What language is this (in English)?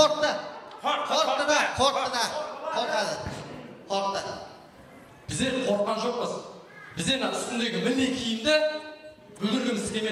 Kara-Kalpak